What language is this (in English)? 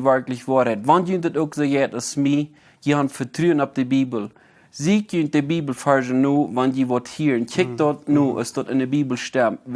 Plautdietsch